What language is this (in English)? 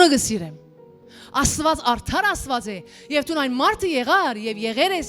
Western Armenian